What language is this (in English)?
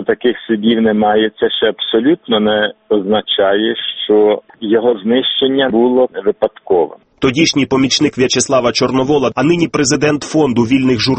Ukrainian